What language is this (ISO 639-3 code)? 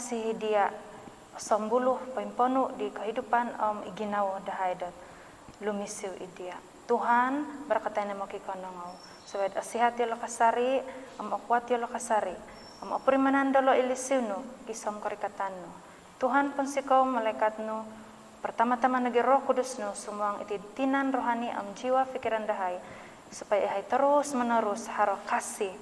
dtp